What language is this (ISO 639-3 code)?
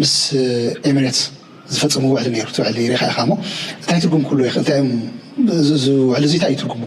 tir